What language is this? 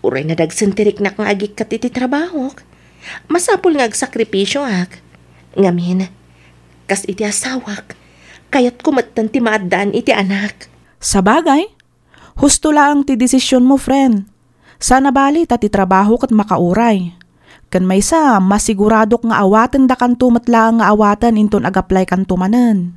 Iloko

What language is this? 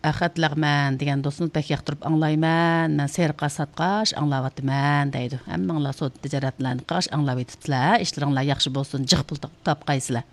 Uyghur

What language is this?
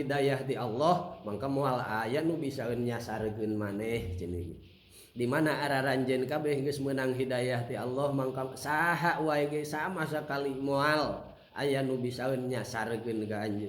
Sundanese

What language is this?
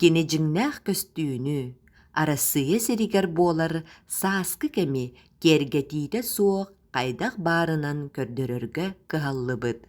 Yakut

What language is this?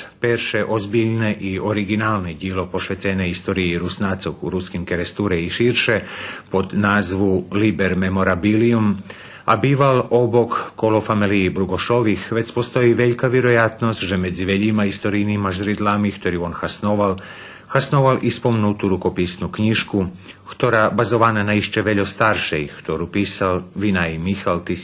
Rusyn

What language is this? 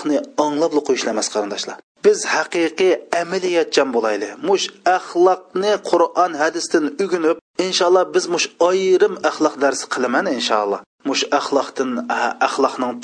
Uyghur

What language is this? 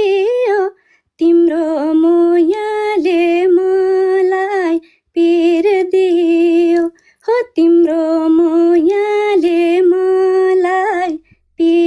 Nepali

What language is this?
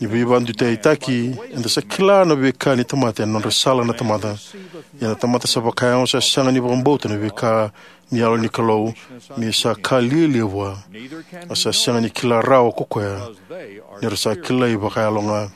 Fijian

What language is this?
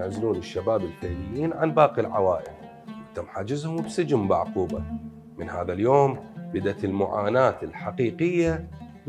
Mesopotamian Arabic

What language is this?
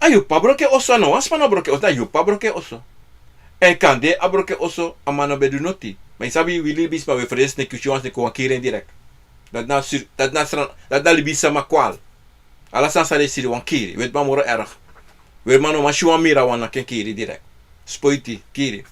Sranan Tongo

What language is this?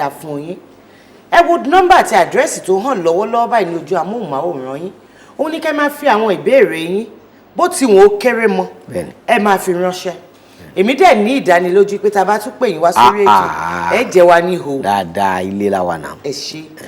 Yoruba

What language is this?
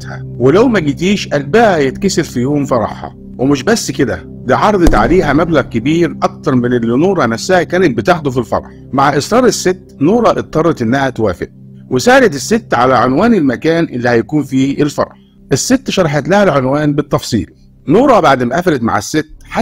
Egyptian Arabic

